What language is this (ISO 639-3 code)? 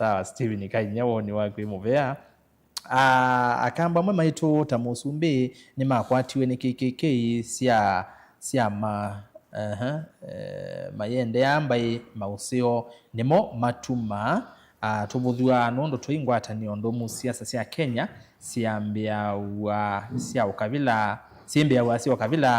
kam